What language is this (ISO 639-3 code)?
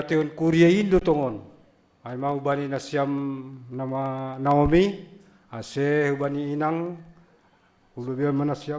bts